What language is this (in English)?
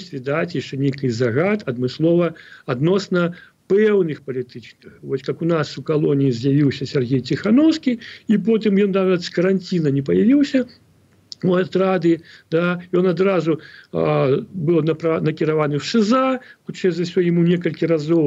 Belarusian